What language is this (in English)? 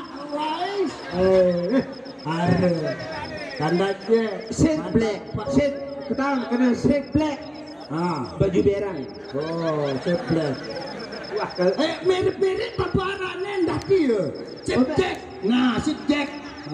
Sasak